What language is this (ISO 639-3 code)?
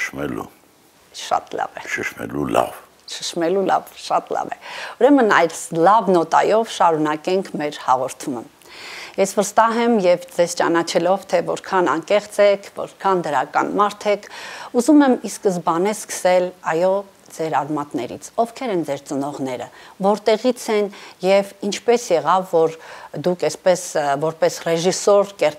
hye